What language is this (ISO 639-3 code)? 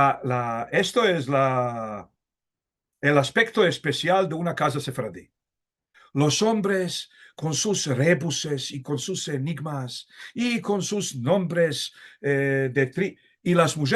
lad